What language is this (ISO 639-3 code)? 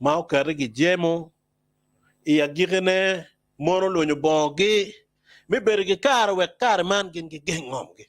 ach